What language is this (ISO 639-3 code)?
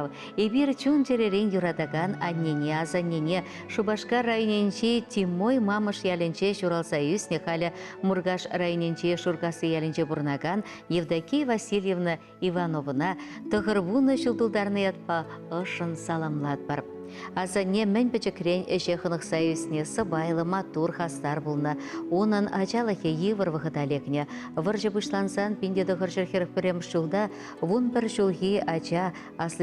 chv